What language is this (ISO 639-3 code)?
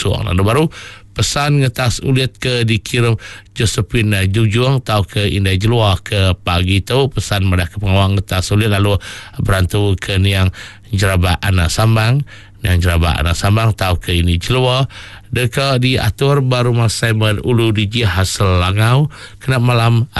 iba